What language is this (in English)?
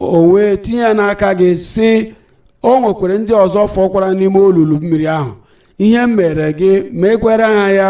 Igbo